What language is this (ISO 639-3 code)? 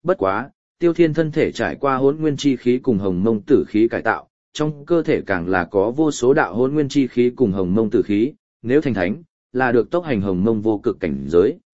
vie